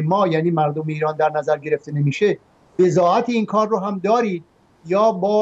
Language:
Persian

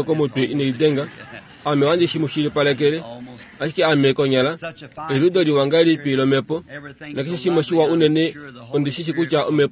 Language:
Kuanyama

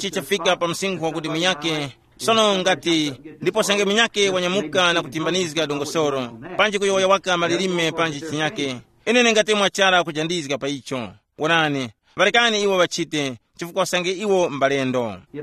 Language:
Tumbuka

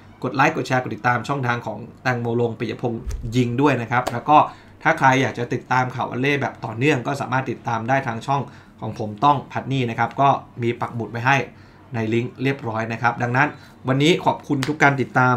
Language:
Thai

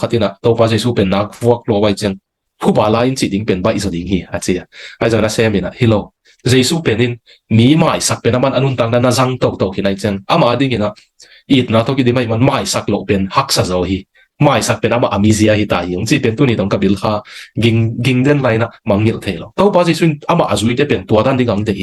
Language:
Tedim Chin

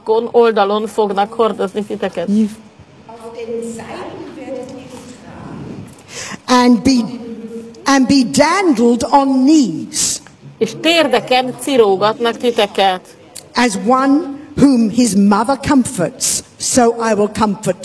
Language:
Hungarian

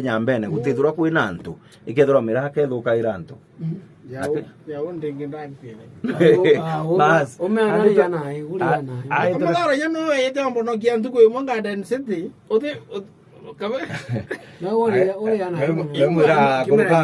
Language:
Meru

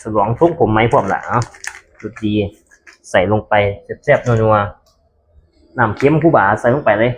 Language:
Northeastern Thai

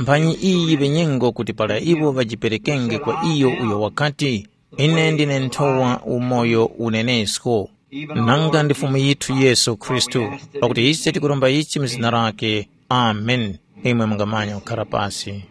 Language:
Tumbuka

